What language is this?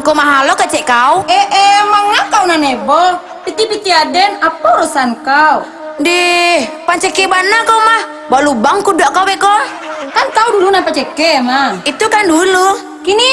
Minangkabau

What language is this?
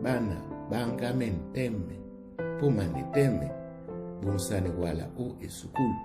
Duala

